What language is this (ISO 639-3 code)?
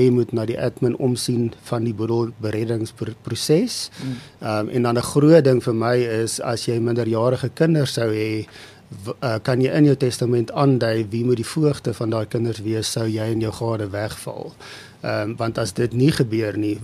afr